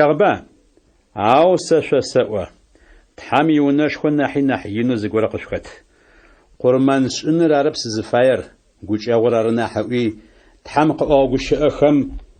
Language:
Adyghe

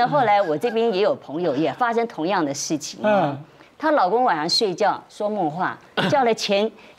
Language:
Chinese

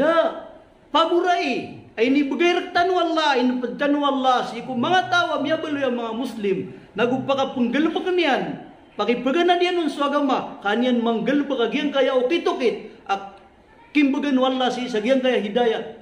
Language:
Maranao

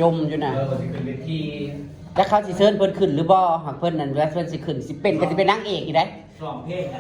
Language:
Northeastern Thai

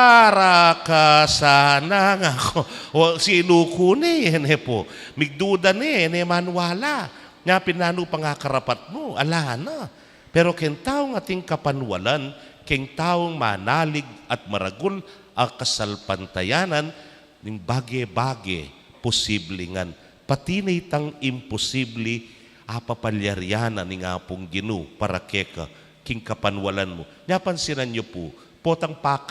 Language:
Pampanga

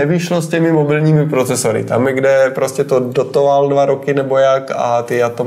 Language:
Czech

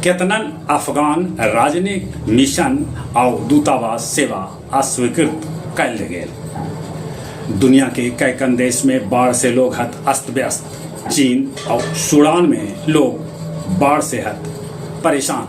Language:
Magahi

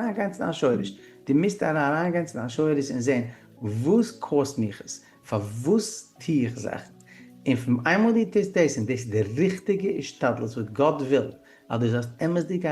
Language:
Yiddish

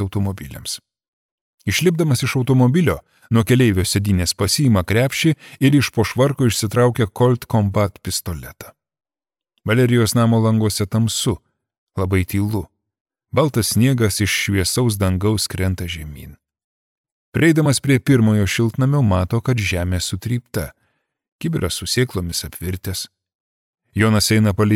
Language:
Lithuanian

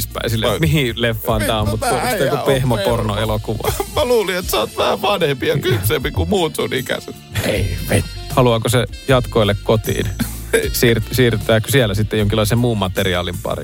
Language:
Finnish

